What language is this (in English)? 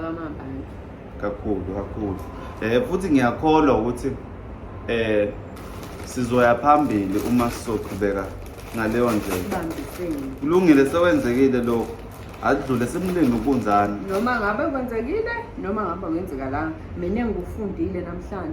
Zulu